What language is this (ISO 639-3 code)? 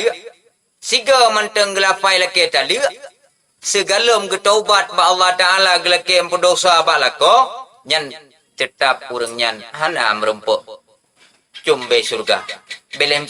ace